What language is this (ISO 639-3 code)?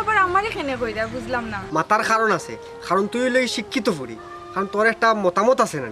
syl